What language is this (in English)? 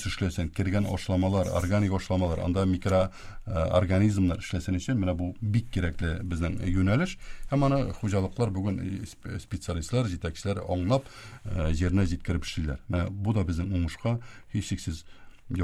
Tatar